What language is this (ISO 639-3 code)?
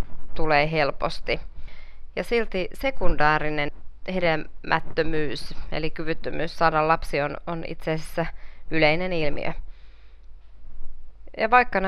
fin